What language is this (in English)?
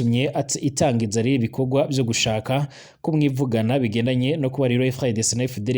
Rundi